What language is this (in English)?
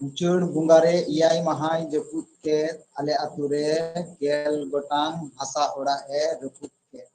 Santali